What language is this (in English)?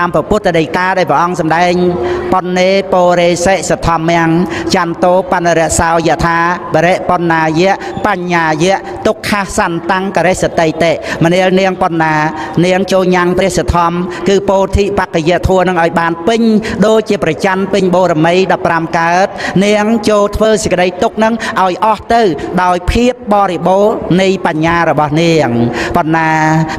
Khmer